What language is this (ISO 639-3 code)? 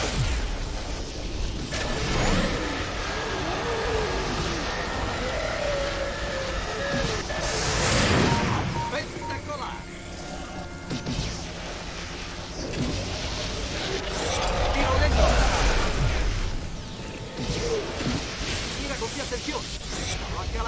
ita